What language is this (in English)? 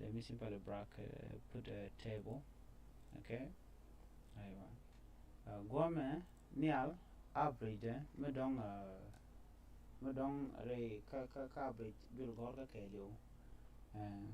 Nuer